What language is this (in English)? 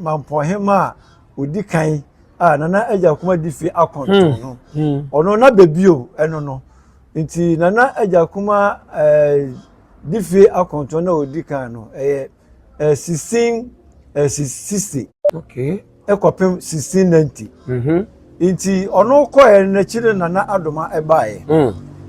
Akan